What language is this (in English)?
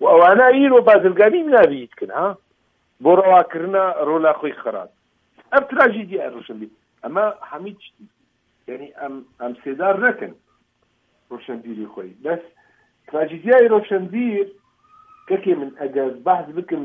Kurdish